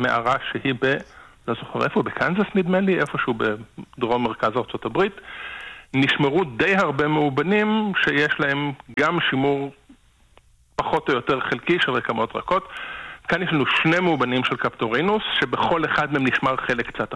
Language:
Hebrew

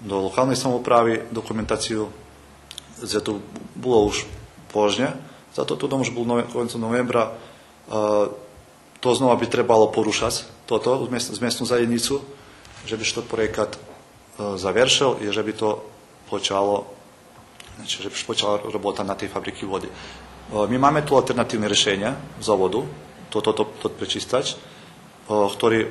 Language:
Rusyn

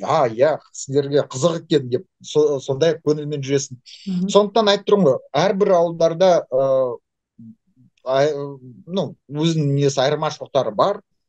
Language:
Kazakh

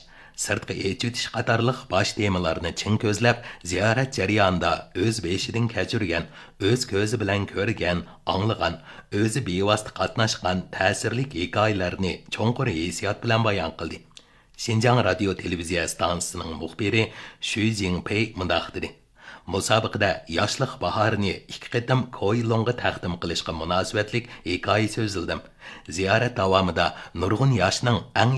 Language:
Uyghur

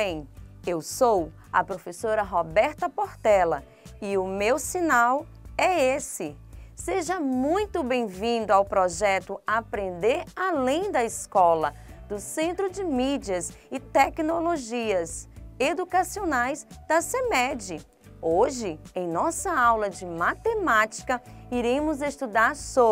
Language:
Portuguese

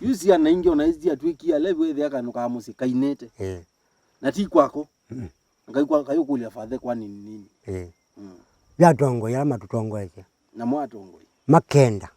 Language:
Kamba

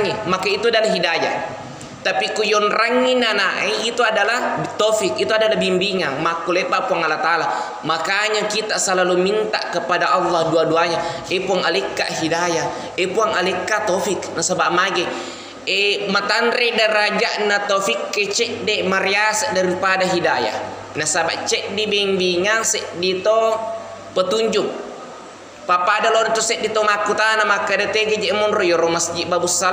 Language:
Buginese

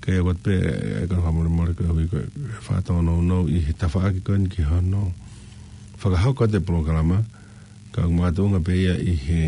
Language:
Tongan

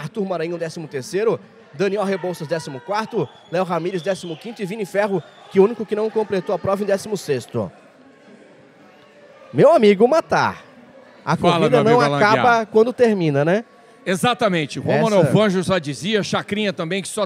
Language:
Portuguese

